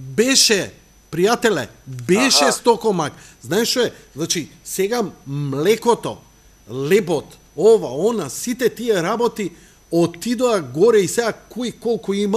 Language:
Macedonian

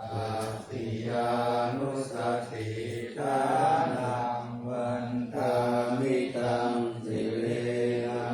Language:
Pali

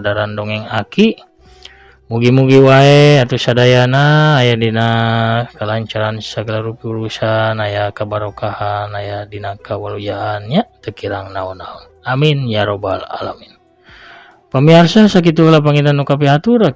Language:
Sundanese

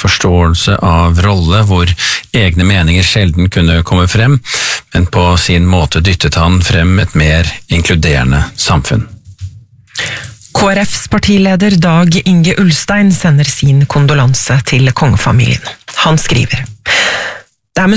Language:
Norwegian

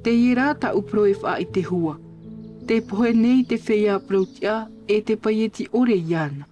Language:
Tahitian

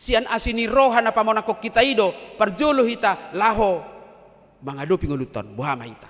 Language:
Batak Toba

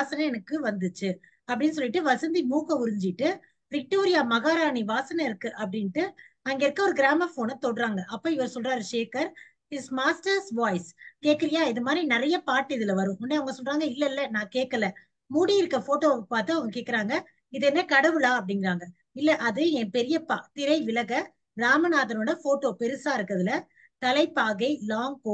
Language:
Tamil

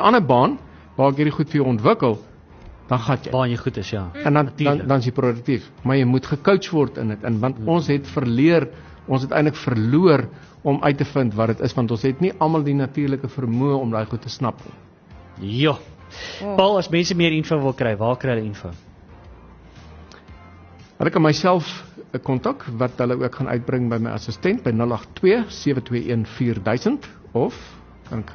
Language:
Afrikaans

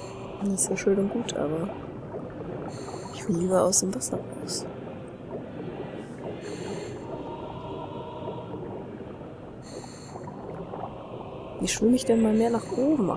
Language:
German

